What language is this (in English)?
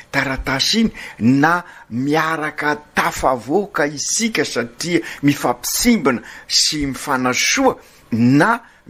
Malagasy